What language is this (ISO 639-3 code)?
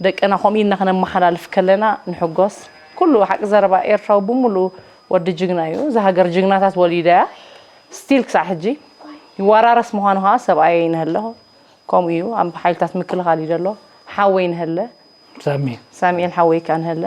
tir